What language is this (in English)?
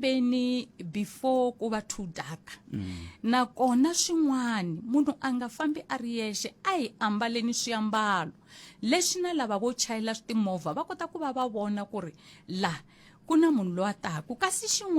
Tsonga